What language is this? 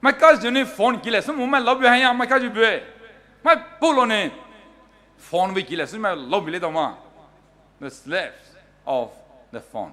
Poumei Naga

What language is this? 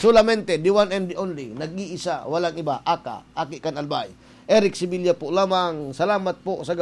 Bikol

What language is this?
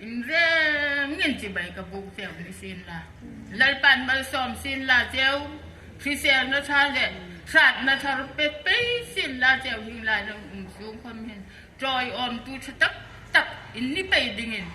Hmar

